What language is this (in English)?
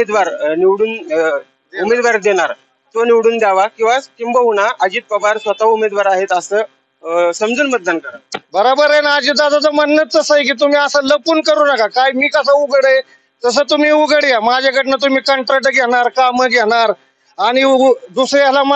Marathi